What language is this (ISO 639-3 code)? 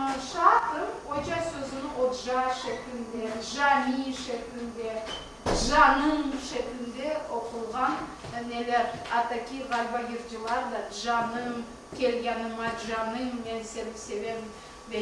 crh